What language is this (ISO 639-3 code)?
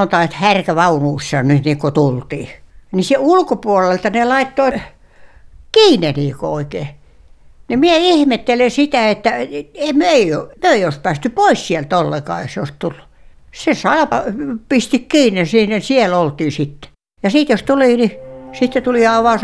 fin